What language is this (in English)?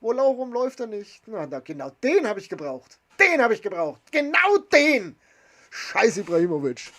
Bavarian